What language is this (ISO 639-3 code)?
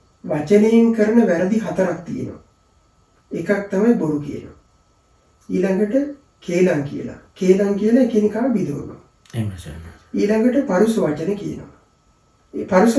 sin